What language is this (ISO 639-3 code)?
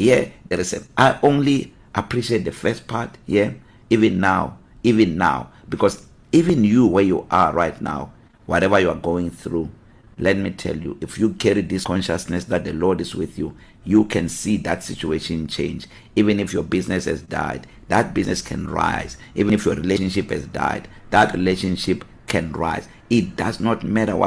eng